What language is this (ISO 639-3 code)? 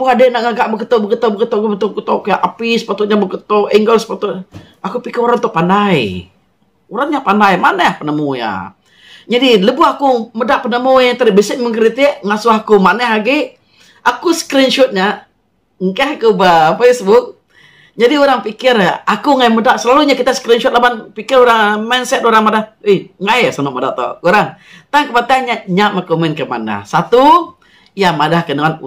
iba